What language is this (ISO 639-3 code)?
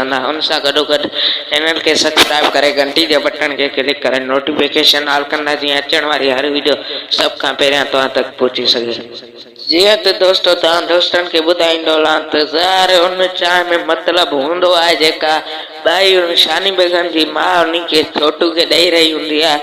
snd